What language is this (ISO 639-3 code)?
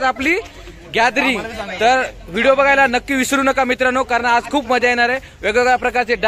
mar